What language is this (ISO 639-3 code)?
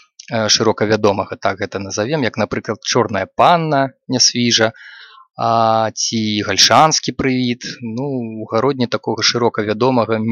bel